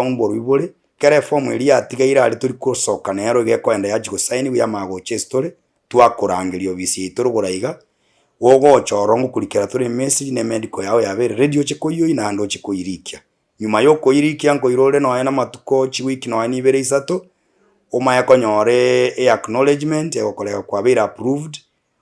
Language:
Gusii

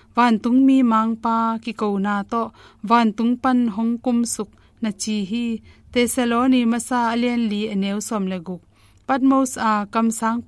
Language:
Tedim Chin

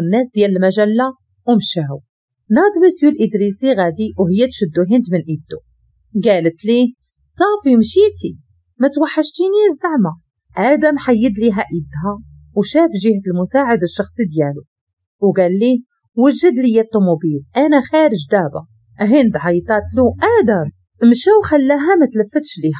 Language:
Moroccan Arabic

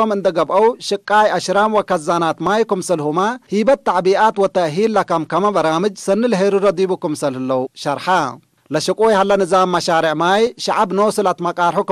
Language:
Tigre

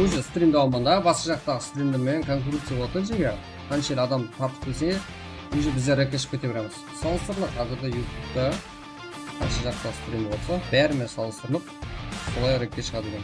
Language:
Kara-Kalpak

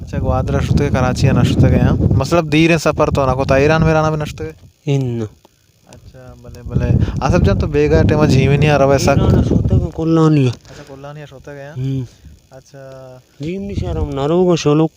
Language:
Baluchi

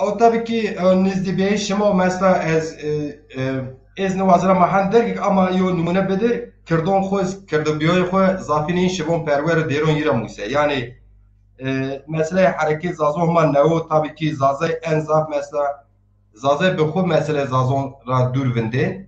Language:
Zaza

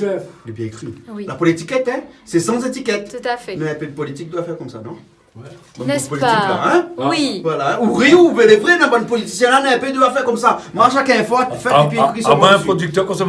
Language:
Réunion Creole French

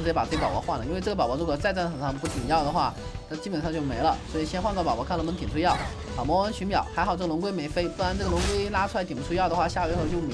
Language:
Chinese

